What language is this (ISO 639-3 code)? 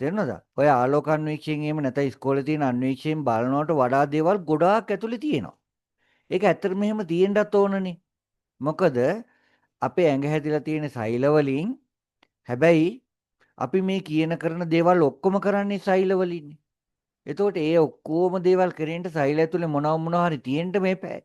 sin